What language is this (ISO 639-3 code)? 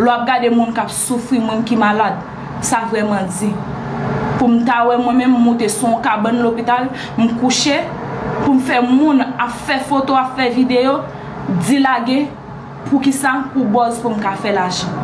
hat